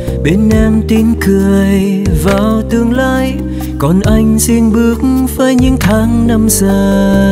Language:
Vietnamese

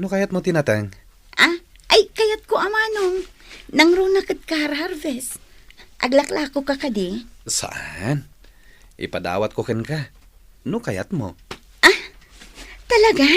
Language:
Iloko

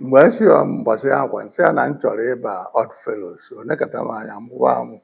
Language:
Igbo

